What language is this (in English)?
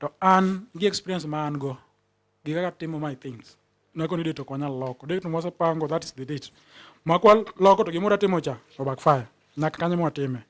Luo (Kenya and Tanzania)